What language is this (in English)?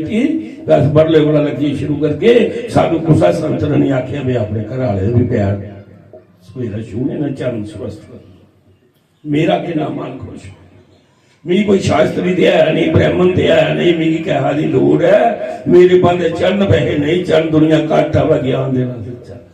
Dogri